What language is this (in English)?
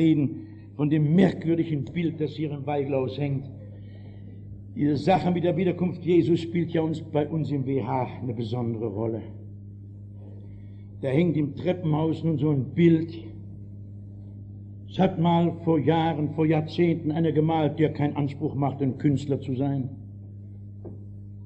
German